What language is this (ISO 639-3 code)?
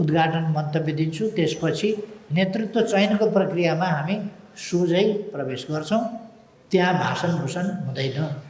nep